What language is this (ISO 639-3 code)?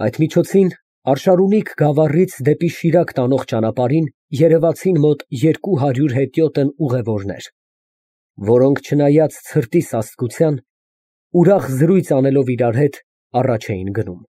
hye